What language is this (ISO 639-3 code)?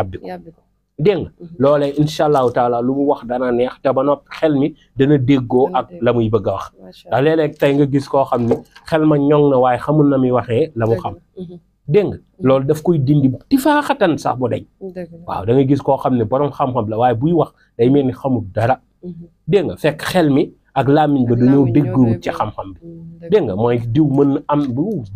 wol